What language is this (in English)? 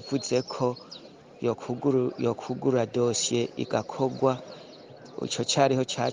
Rundi